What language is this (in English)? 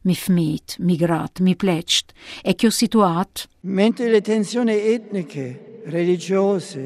Albanian